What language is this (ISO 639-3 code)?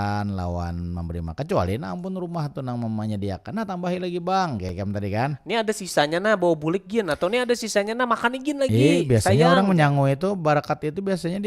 bjn